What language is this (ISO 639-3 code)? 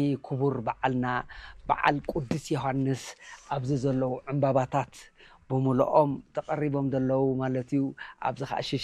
tir